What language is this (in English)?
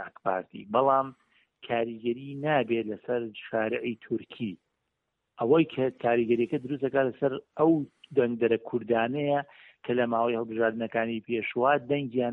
Central Kurdish